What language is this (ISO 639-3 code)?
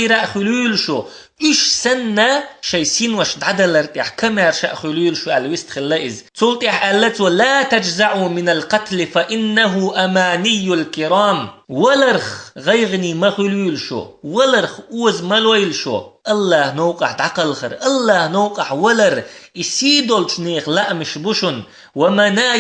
che